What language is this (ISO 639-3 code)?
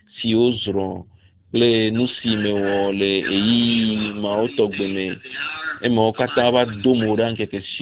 ewe